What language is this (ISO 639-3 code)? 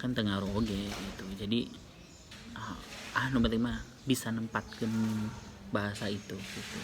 sun